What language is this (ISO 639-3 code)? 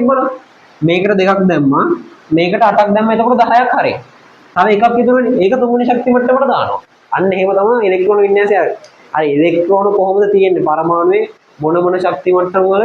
sin